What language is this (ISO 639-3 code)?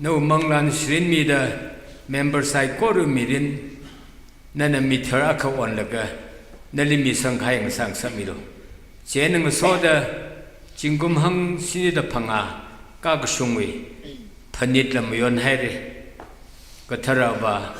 nmf